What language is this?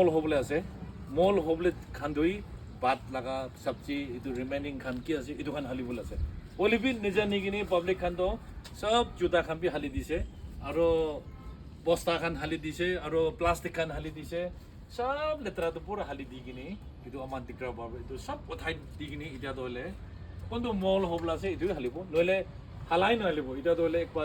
Naga Pidgin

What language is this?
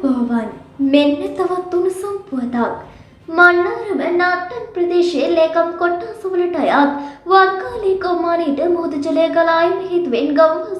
Sinhala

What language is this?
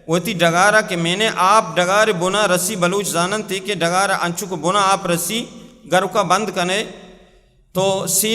Baluchi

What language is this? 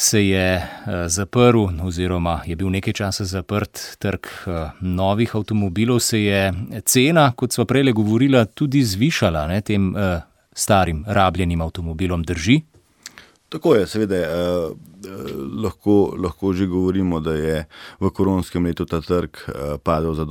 Slovenian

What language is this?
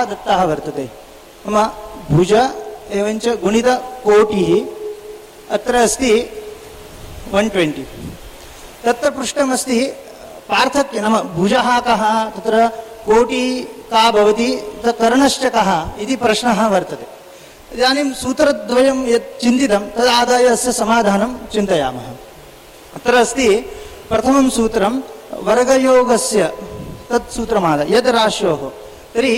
Sanskrit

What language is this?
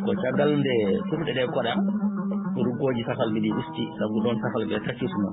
Fula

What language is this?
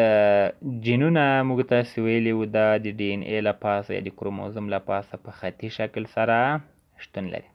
Pashto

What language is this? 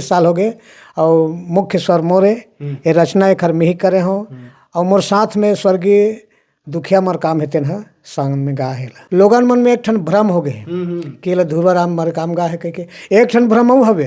Chhattisgarhi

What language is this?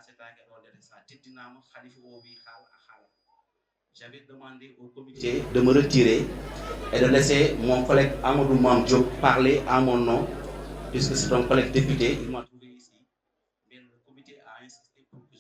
Fula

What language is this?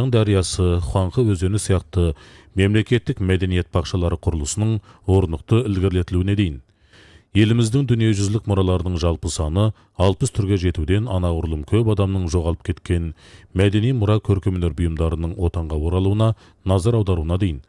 Kazakh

